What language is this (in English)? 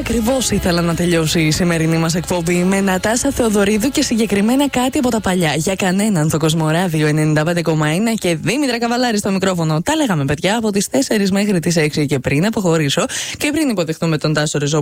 Greek